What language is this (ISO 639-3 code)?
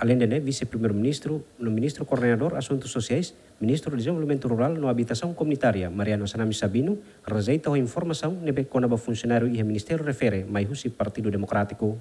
tet